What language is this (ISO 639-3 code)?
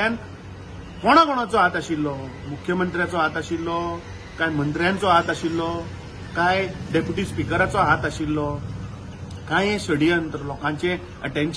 kok